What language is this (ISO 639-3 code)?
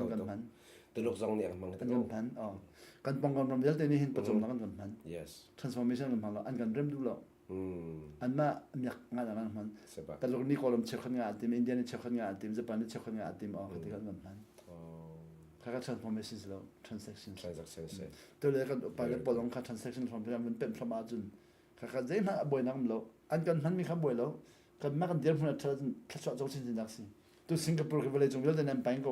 cnh